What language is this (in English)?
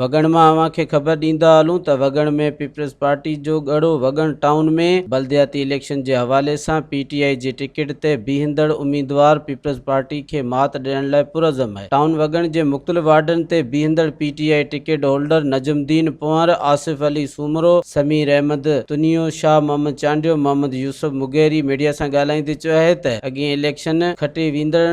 Sindhi